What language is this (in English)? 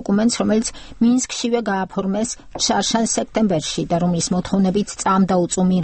Georgian